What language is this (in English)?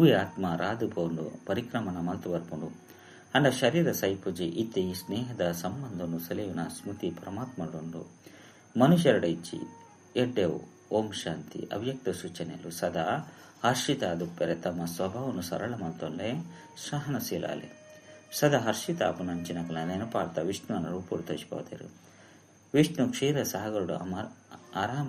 Tulu